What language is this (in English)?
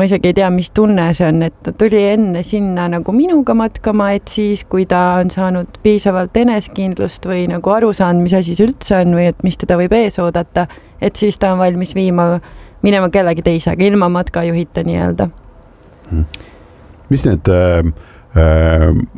Estonian